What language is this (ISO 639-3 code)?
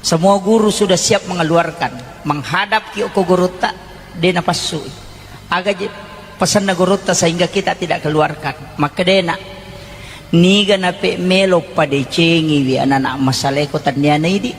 bug